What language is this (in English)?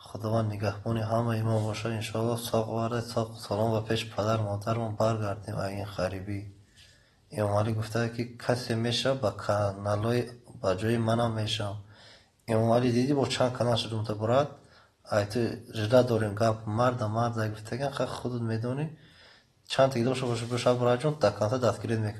Tajik